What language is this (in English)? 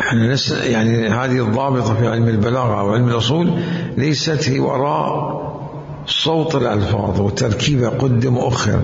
Mesopotamian Arabic